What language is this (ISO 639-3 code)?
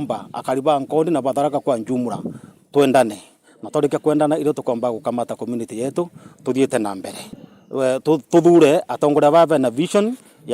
mer